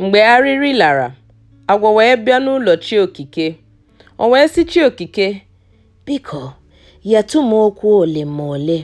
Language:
Igbo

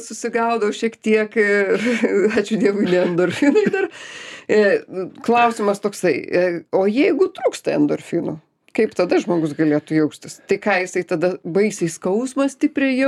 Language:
Lithuanian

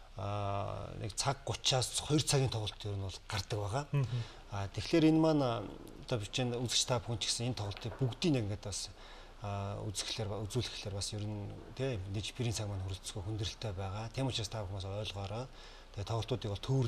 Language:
Mongolian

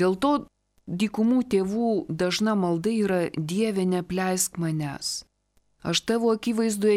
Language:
Lithuanian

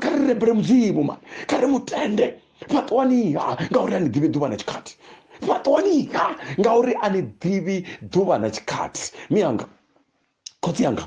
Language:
Venda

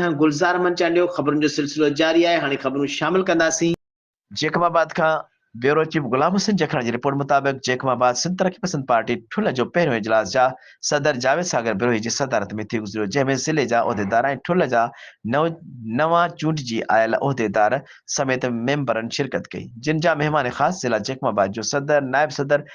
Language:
Sindhi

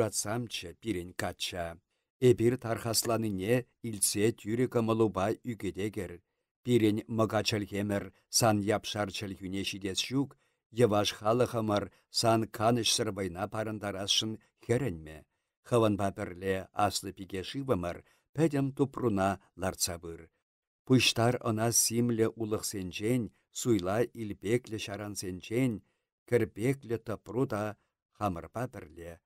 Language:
Chuvash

